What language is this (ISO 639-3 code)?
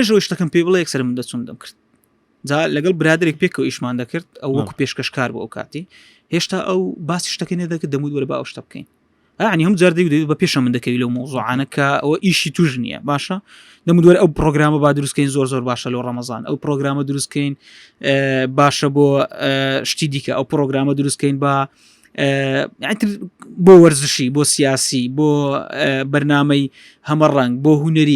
ckb